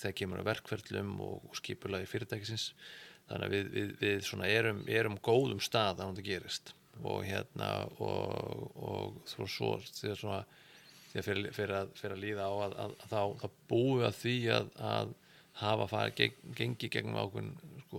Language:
Icelandic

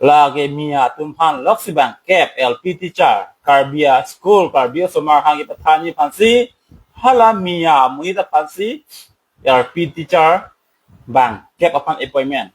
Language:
Karbi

